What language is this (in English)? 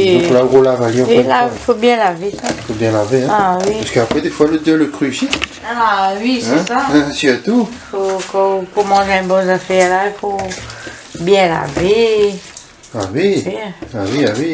Réunion Creole French